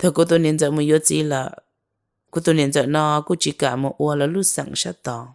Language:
Hmong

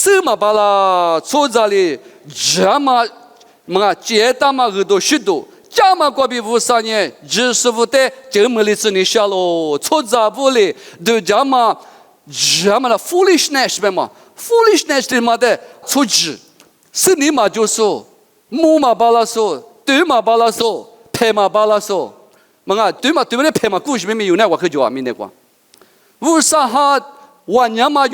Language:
Lisu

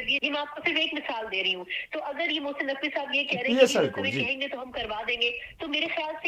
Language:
Urdu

